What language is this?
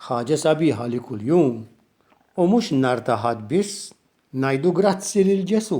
Maltese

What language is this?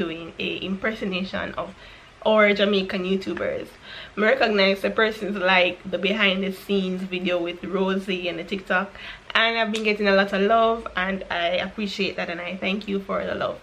Jamaican Creole English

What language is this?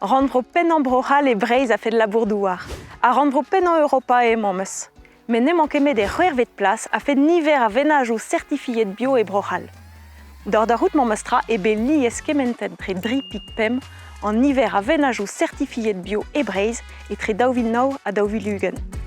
Breton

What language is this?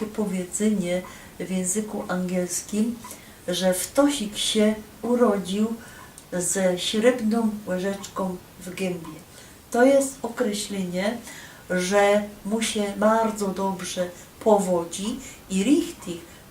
Silesian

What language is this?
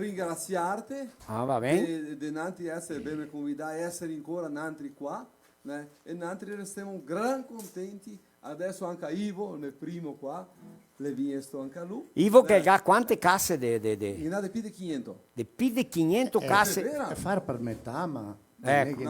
Venetian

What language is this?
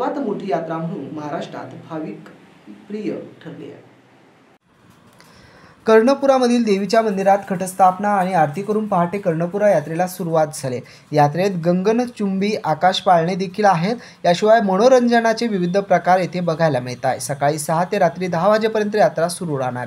Marathi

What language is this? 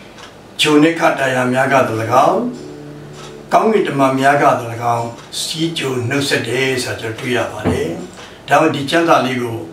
Burmese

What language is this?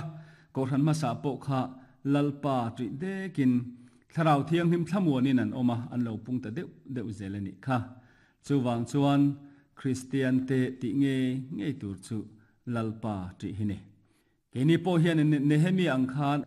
Mizo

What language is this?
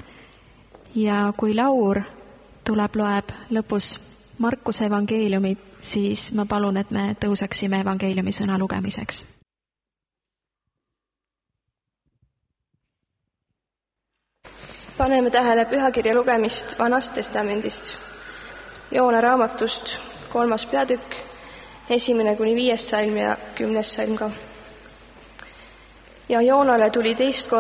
Estonian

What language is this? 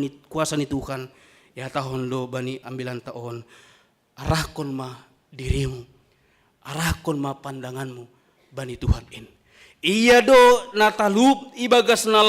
Batak Simalungun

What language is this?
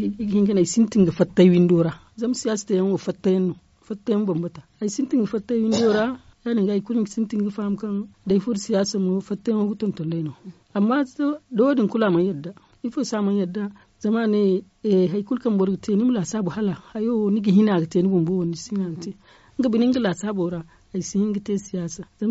Zarma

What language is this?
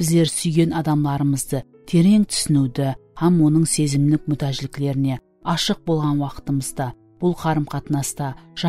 Kara-Kalpak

